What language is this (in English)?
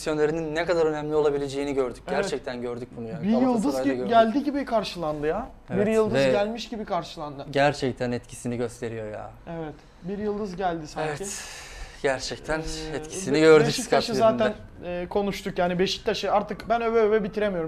Turkish